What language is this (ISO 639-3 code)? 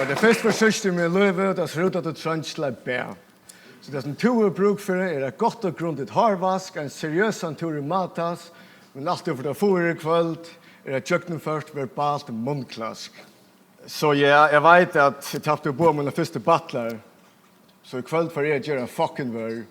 fao